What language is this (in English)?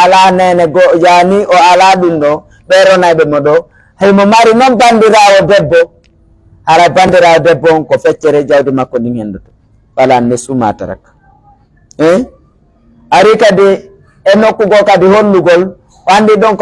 Pular